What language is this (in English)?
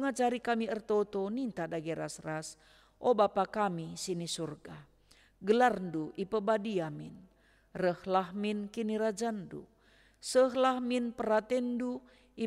Batak Karo